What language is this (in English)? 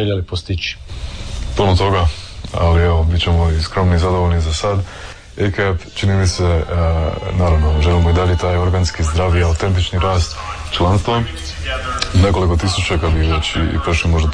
Croatian